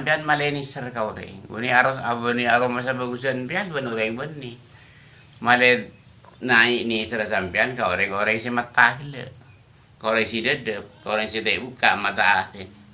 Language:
Madurese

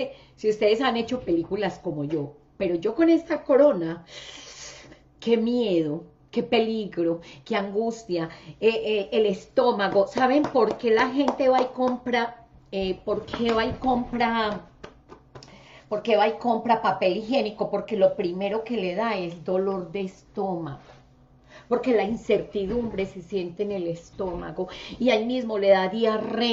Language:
Spanish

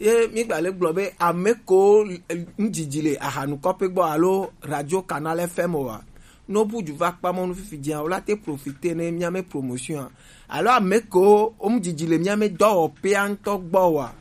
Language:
Gen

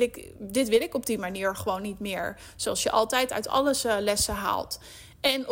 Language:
Dutch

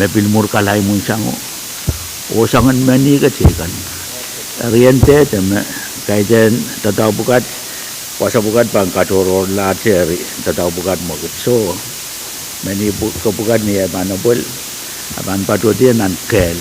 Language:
Pohnpeian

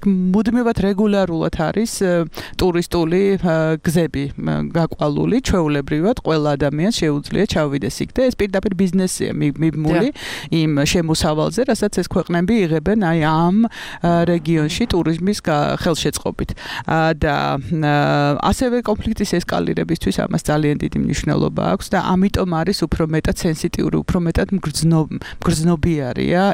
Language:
Georgian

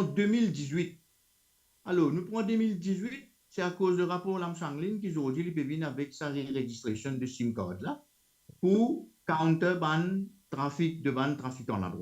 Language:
Morisyen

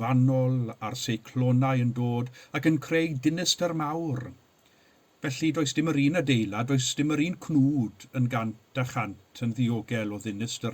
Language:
Welsh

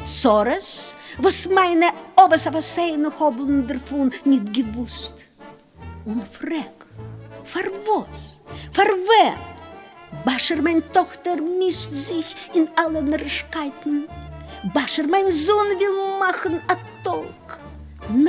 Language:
Yiddish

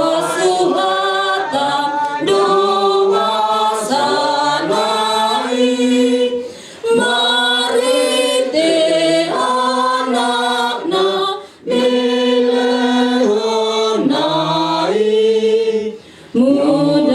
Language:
Batak Toba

